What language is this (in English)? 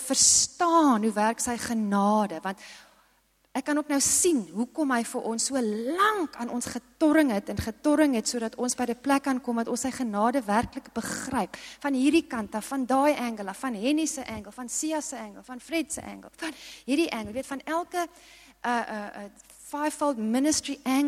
Afrikaans